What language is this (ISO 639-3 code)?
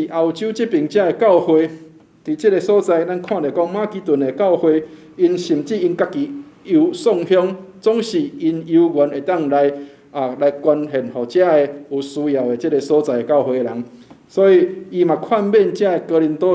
nan